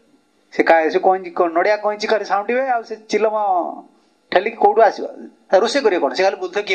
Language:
Odia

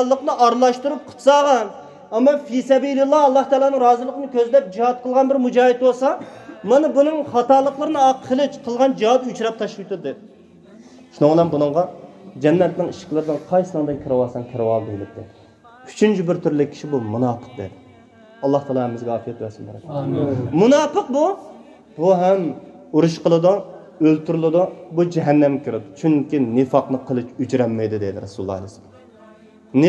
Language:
Uyghur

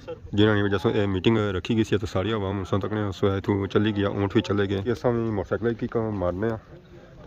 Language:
Pahari-Potwari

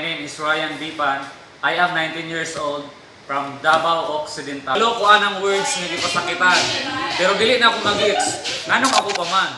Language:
Cebuano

